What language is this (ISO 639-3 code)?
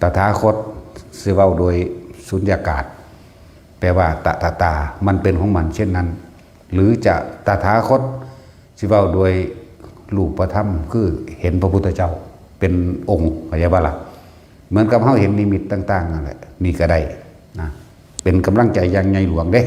lao